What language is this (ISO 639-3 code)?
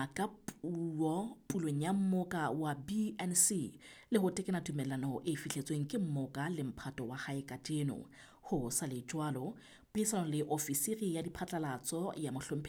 sot